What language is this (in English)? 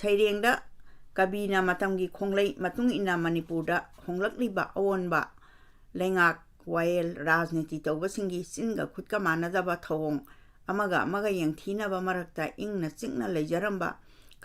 Manipuri